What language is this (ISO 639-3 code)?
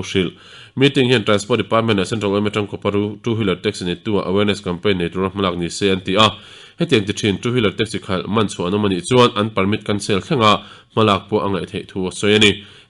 lus